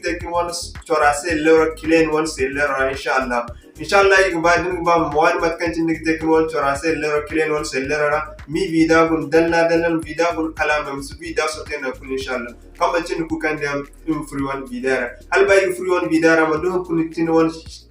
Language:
Zarma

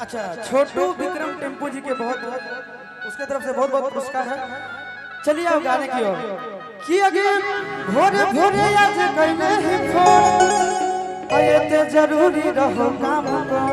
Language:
Magahi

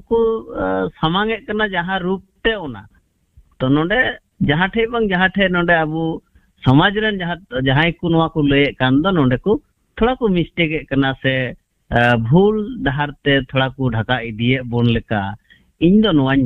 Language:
Santali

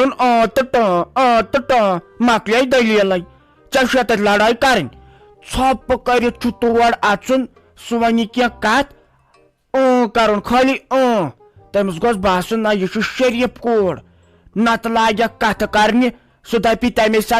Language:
Kashmiri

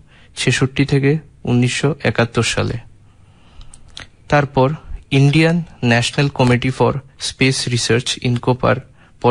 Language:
Bangla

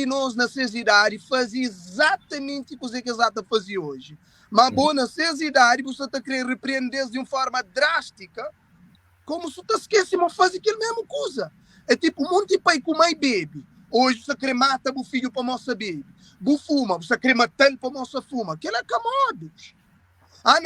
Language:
Kabuverdianu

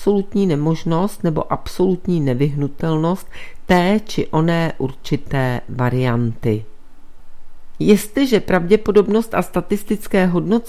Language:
Czech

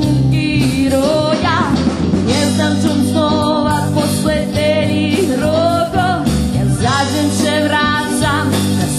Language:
Rusyn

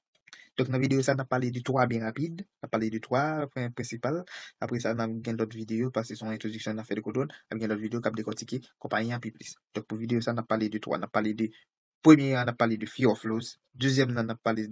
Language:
Haitian Creole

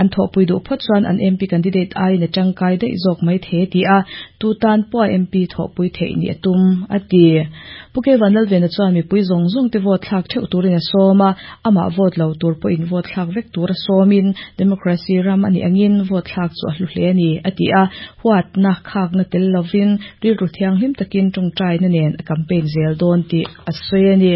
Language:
Mizo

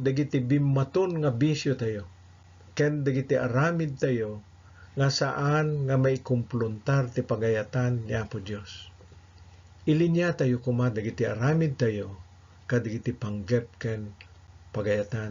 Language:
Iloko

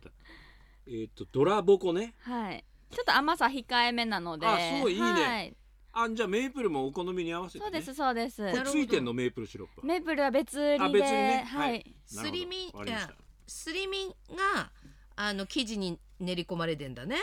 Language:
Japanese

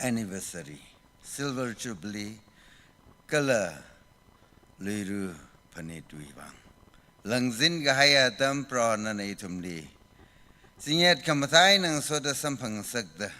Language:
Tangkhul Naga (India)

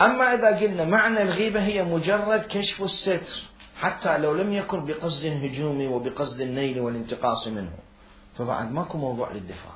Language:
Mesopotamian Arabic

